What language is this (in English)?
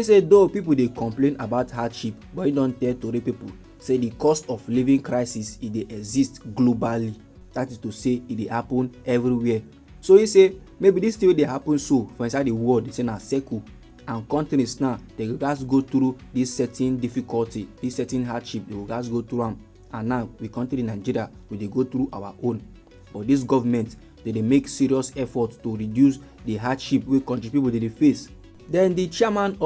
Nigerian Pidgin